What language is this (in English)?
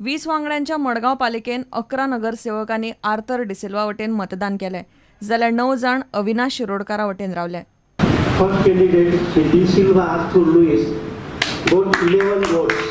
Konkani